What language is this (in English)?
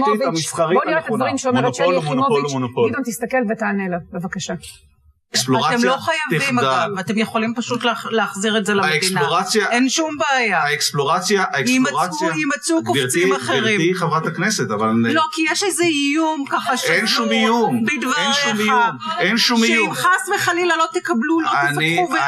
Hebrew